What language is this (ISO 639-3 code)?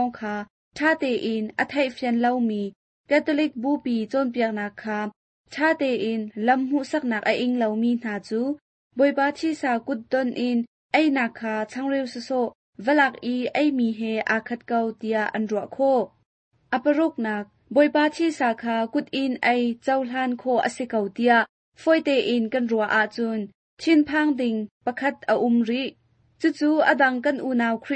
cnh